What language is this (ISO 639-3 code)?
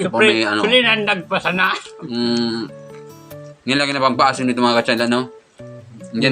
bik